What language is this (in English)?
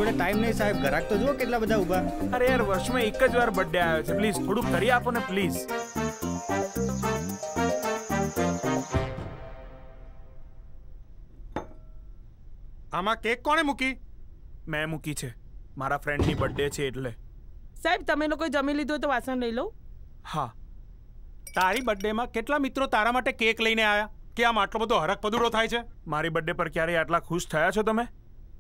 Gujarati